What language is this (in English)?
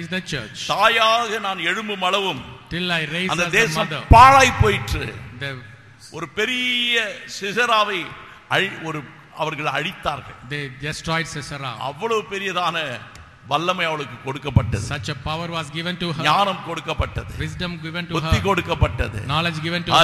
Tamil